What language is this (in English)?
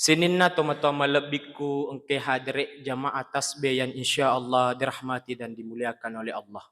Buginese